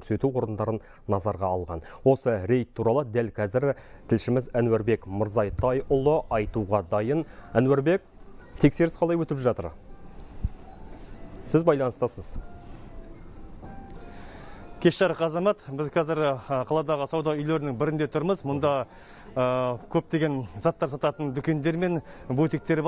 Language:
Kazakh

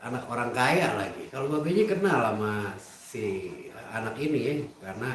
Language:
Betawi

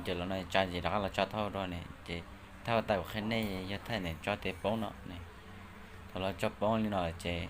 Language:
Hmong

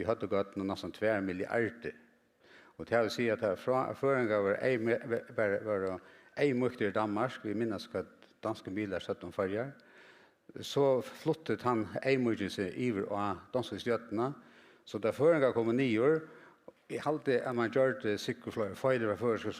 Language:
Faroese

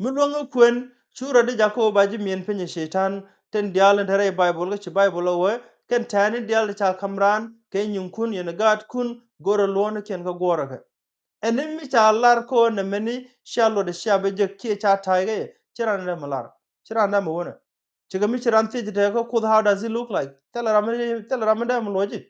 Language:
Nuer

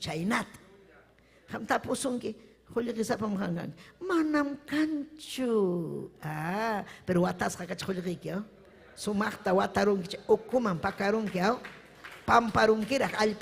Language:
Ayacucho Quechua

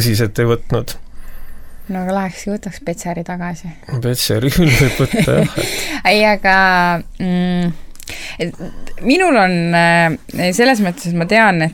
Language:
Estonian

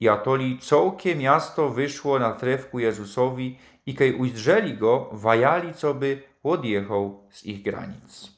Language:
Silesian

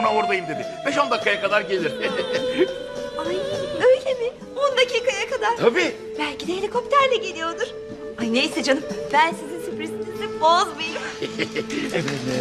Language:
Turkish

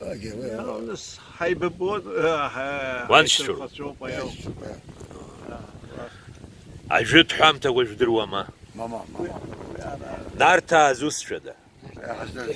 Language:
Abkhazian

